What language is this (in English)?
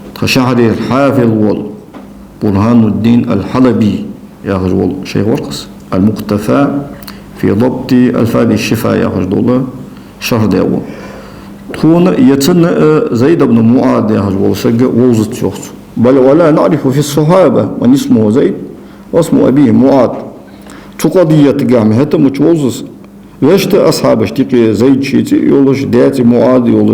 Ingush